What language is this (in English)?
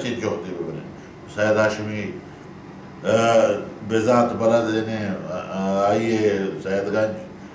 Baluchi